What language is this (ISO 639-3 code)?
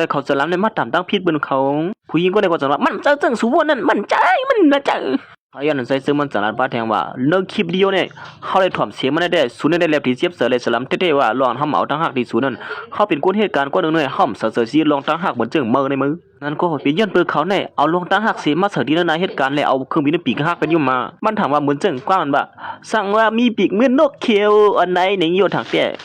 shn